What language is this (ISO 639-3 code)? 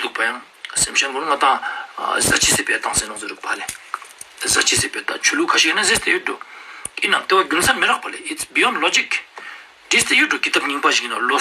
lbj